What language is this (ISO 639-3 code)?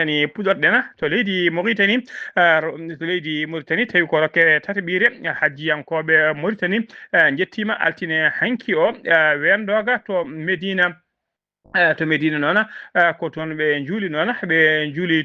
ful